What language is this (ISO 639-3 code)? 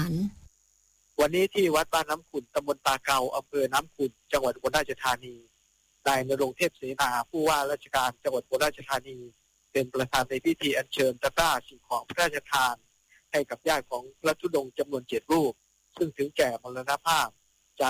tha